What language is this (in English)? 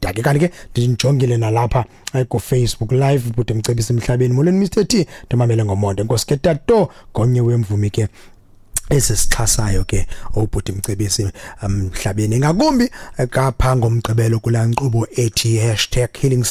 Xhosa